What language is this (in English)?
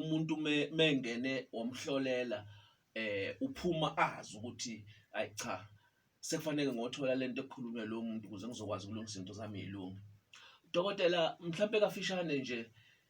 Zulu